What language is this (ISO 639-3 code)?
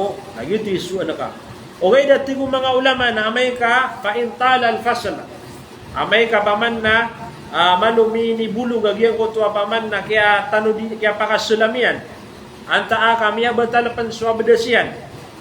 mrw